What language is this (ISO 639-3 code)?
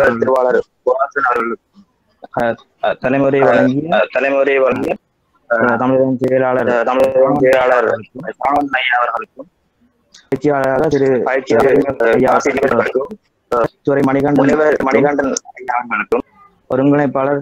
tam